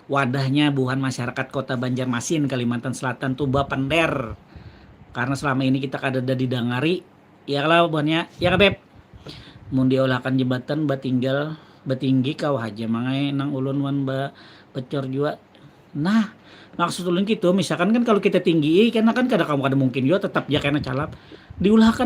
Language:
Banjar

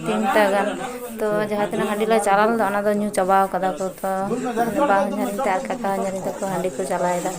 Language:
Santali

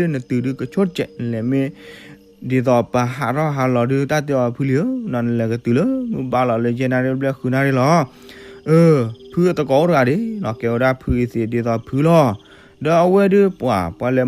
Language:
S'gaw Karen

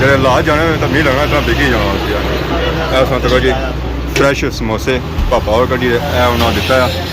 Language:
Pahari-Potwari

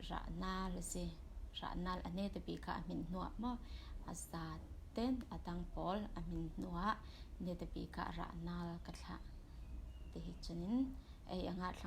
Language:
Falam Chin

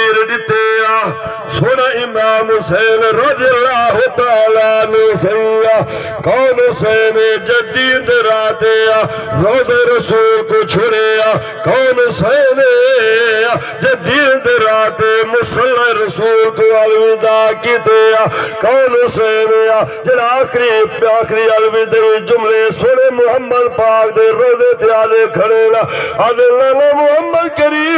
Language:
Saraiki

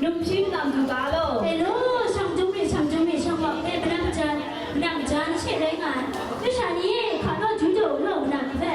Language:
Kachin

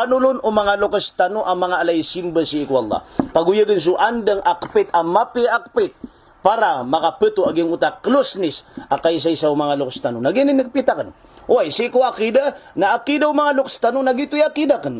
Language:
Maranao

